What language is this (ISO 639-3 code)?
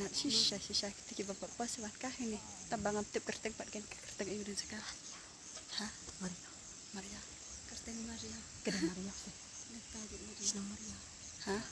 kha